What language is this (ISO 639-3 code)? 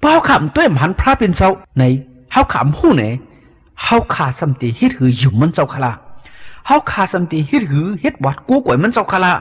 shn